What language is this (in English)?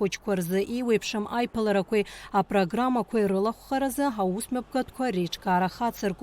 Abkhazian